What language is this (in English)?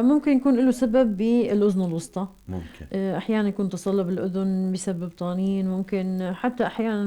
North Levantine Arabic